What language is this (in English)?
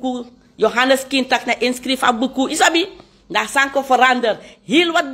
Sranan Tongo